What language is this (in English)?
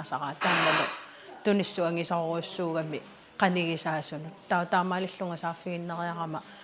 Kalaallisut